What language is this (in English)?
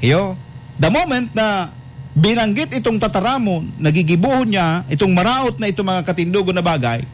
Bikol